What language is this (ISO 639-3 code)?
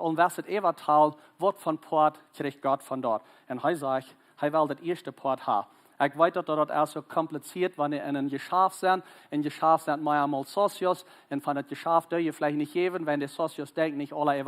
pdt